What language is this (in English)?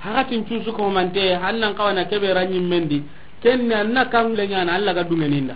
Soninke